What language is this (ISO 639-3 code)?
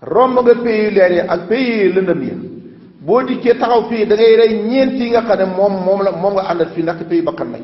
wol